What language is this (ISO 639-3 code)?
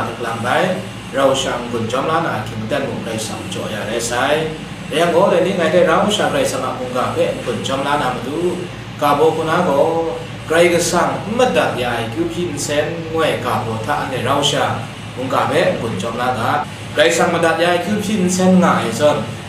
kac